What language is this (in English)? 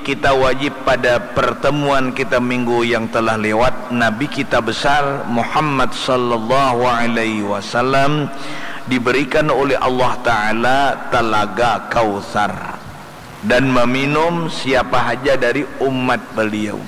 Banjar